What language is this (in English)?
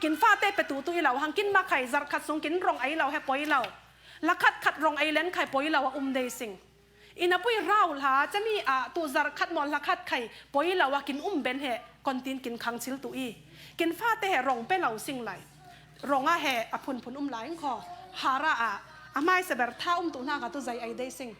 Falam Chin